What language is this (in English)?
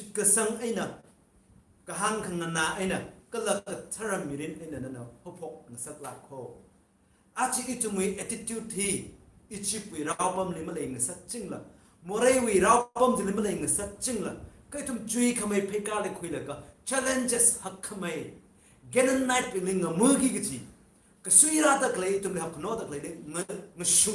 Tangkhul Naga (India)